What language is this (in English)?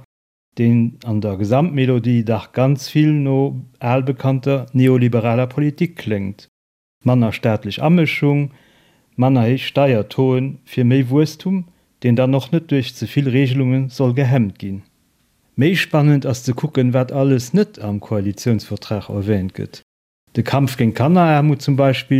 Luxembourgish